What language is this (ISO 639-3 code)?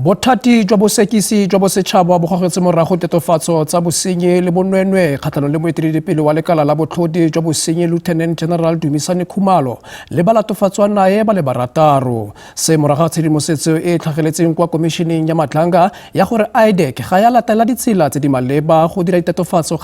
tsn